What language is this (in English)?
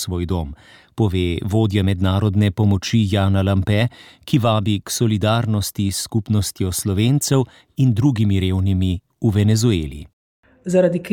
Slovenian